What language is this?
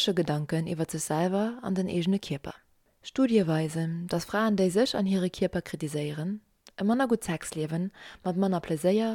Luxembourgish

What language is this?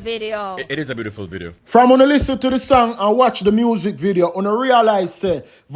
Jamaican Creole English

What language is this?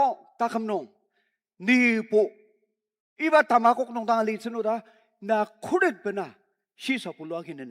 Ao Naga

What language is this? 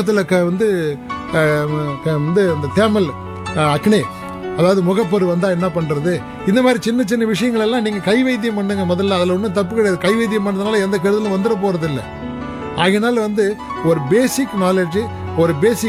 Tamil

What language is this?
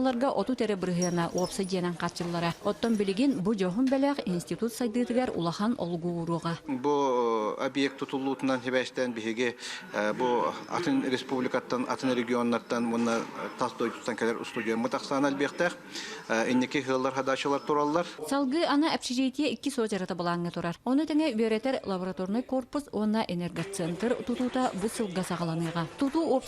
Yakut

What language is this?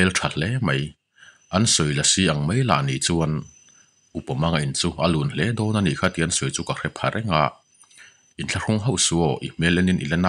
Mizo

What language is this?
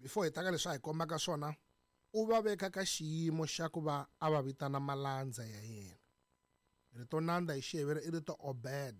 Tsonga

